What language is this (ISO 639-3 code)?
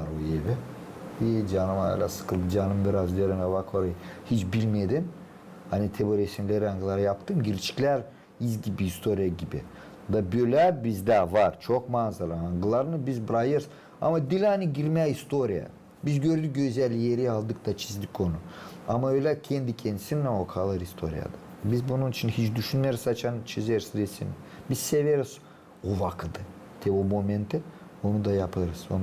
gag